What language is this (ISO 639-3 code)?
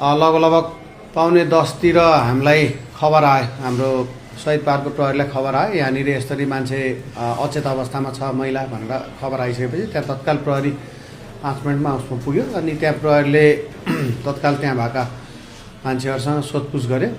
nep